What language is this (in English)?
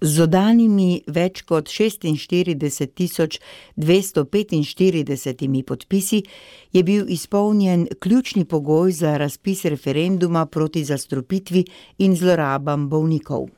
Slovenian